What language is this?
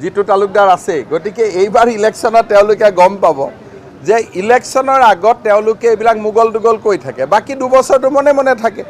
Assamese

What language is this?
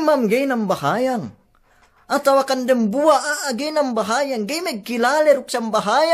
Yakan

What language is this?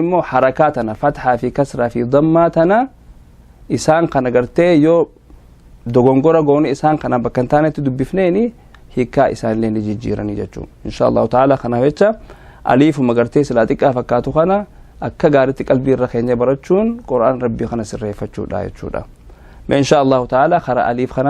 Oromo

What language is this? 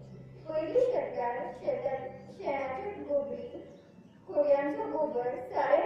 Konkani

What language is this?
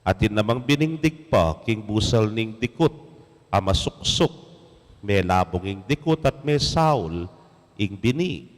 Pampanga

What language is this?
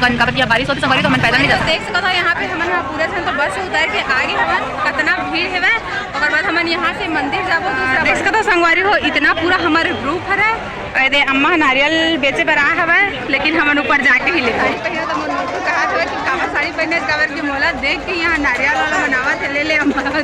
Chhattisgarhi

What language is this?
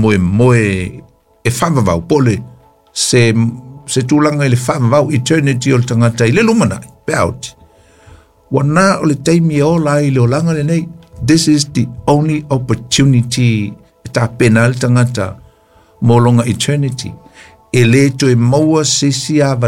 Samoan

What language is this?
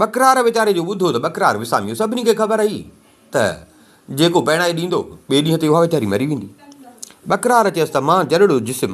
Sindhi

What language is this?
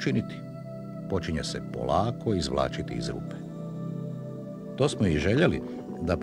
Croatian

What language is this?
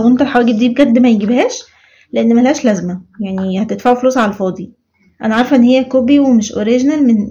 Egyptian Arabic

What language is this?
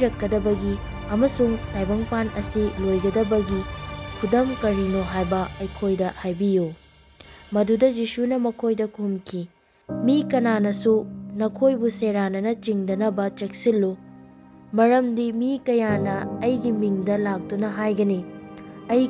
Manipuri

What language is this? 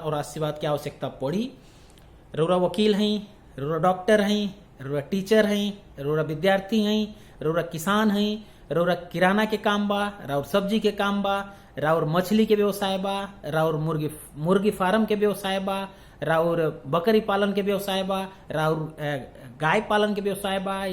Bhojpuri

